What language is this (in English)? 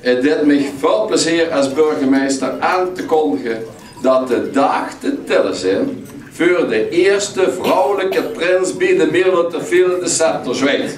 Limburgish